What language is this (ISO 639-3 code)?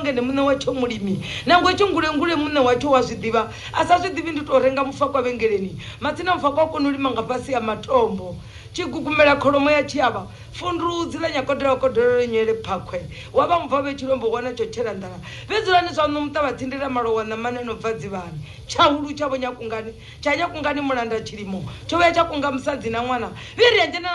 ven